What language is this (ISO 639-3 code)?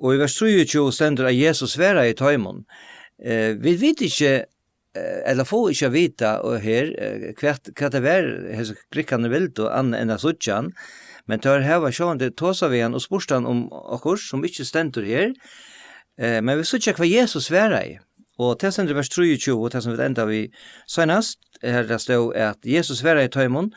fao